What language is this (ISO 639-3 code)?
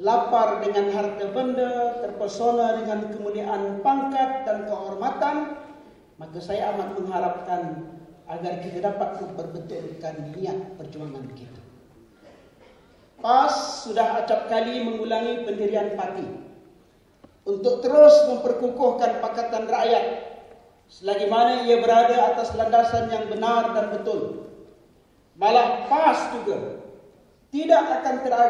msa